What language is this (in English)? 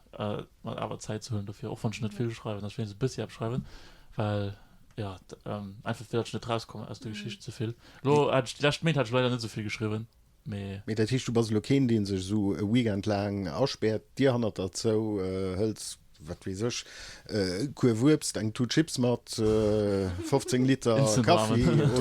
Luxembourgish